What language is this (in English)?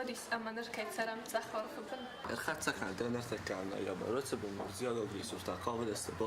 Ossetic